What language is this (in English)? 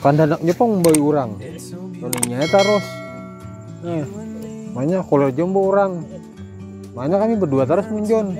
Banjar